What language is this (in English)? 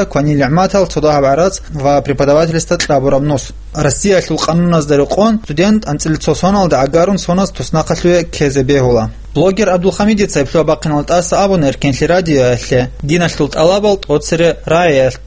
Avaric